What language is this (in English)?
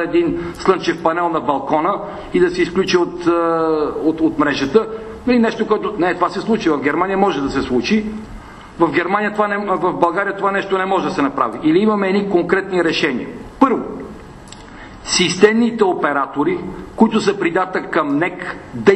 Bulgarian